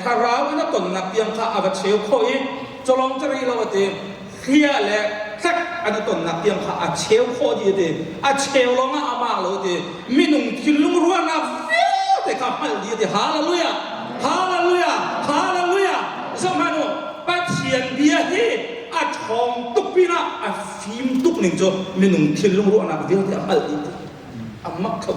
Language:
Hakha Chin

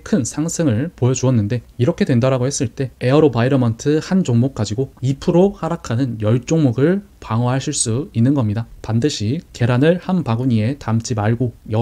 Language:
Korean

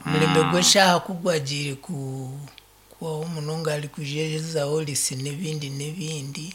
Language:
Nyankole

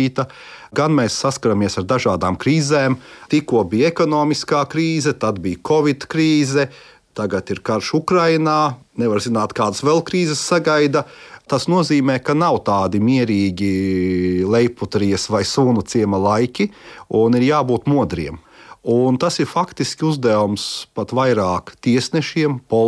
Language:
Latvian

